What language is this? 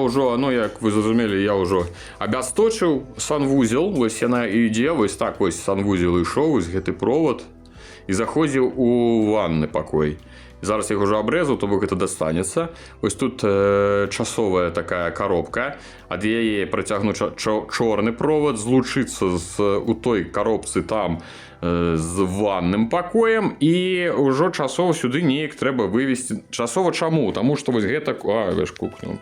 Belarusian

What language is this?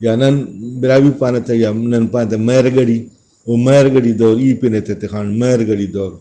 Brahui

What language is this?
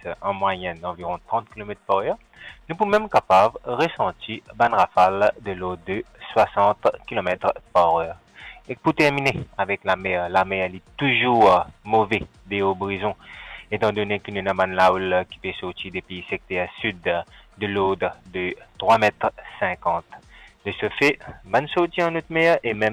Morisyen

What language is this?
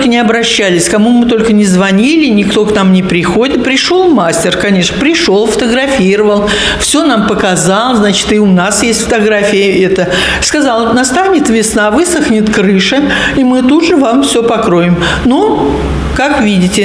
Russian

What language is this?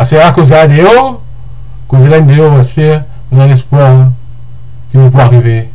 Morisyen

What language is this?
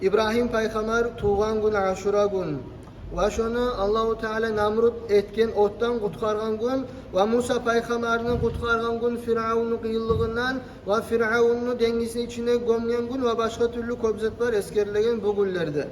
Kumyk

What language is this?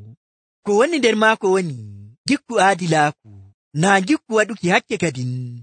Nigerian Fulfulde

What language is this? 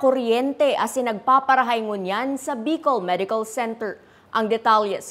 Bikol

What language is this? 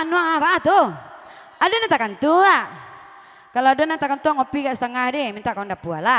Minangkabau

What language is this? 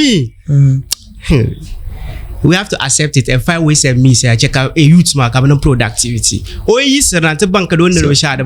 Dagbani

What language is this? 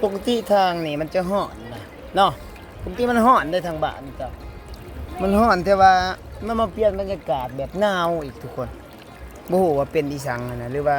Lao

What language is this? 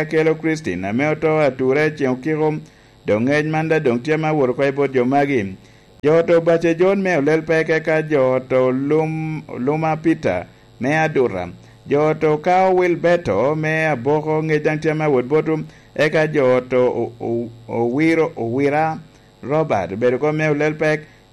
Lango (Uganda)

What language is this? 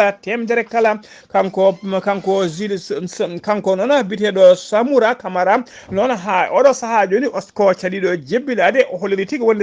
Fula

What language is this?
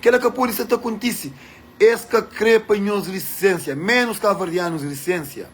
Kabuverdianu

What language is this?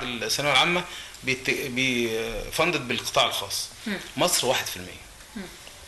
Egyptian Arabic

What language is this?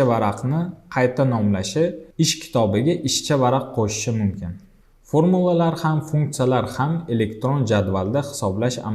Uzbek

